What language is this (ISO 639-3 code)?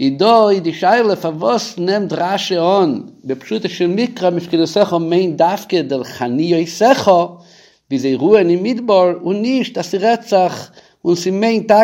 yid